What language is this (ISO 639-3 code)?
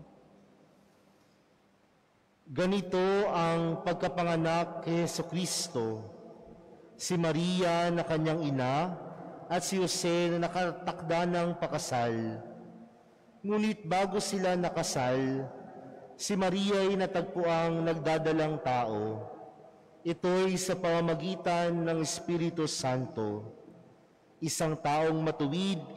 fil